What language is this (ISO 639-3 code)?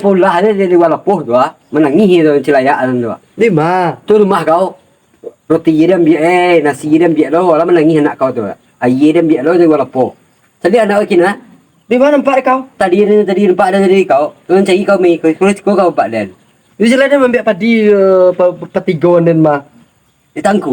min